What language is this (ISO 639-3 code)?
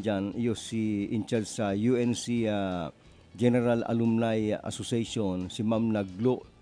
bik